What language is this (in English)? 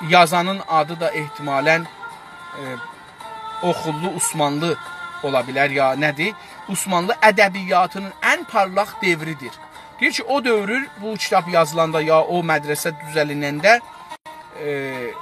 South Azerbaijani